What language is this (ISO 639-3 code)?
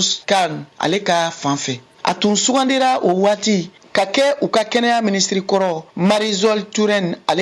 bam